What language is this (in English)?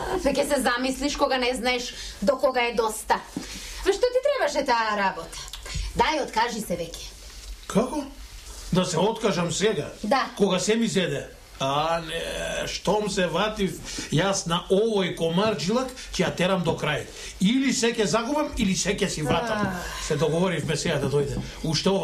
Macedonian